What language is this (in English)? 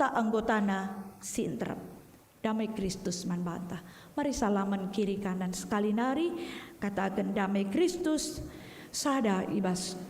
Batak Karo